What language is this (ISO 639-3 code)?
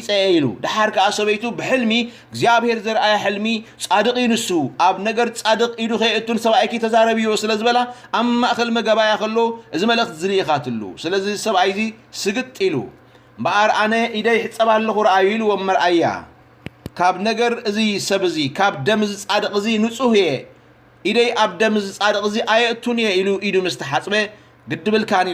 tir